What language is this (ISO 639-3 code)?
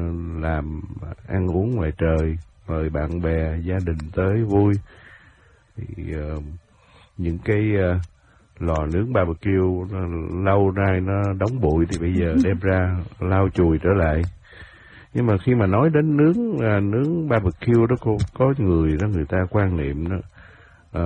vie